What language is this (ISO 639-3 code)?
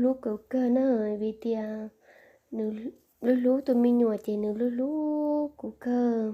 hmn